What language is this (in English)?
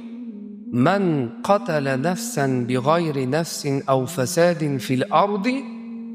Uzbek